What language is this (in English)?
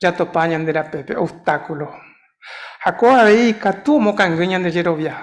Guarani